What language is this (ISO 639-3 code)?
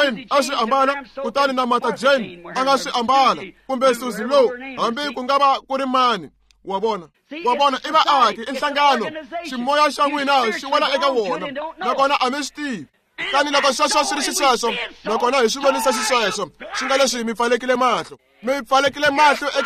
tso